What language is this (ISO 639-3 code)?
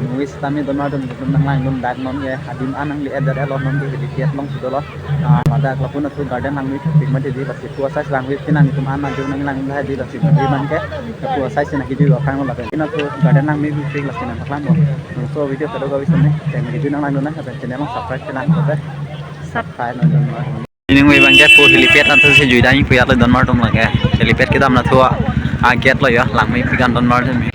mjw